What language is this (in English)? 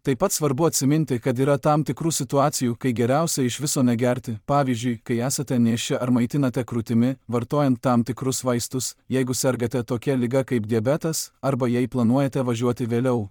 Lithuanian